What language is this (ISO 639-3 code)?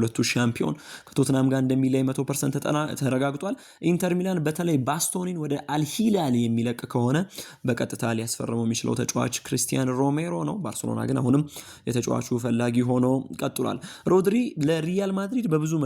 amh